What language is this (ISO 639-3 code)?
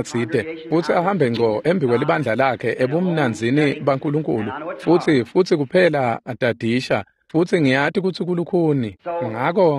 ssw